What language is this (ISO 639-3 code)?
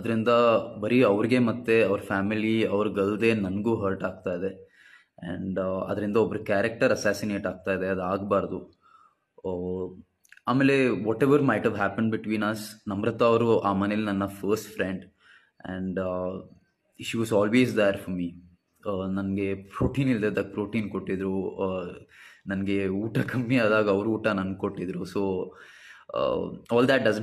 kan